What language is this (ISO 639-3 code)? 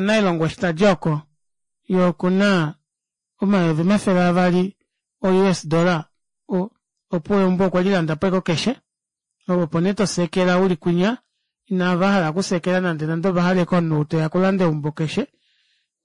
kua